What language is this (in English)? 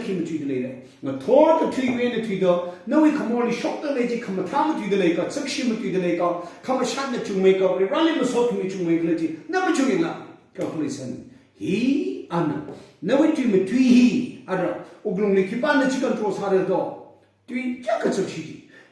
Tangkhul Naga (India)